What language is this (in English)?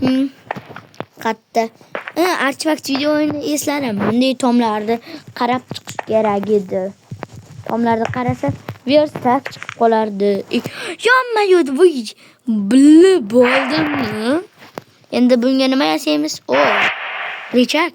Uzbek